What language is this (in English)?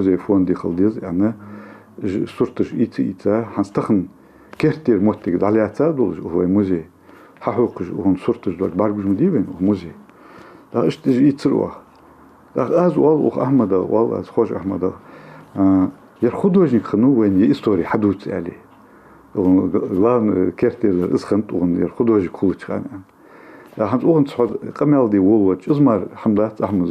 Ingush